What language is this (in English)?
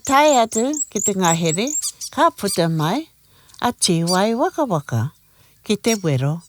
Māori